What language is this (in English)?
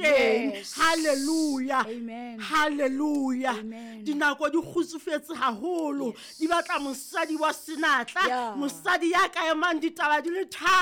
Southern Sotho